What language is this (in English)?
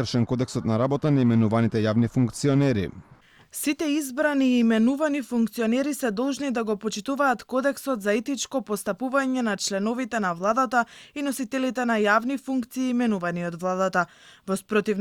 Macedonian